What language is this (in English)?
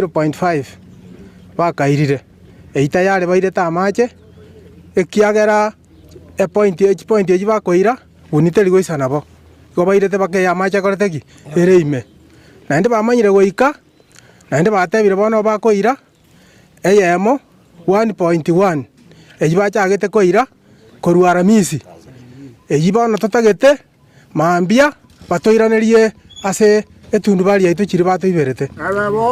Gusii